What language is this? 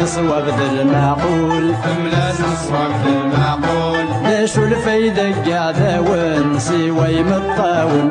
Kabyle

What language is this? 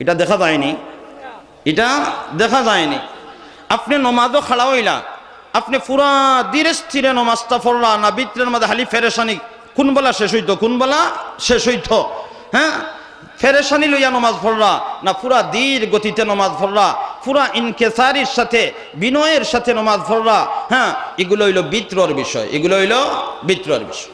Sylheti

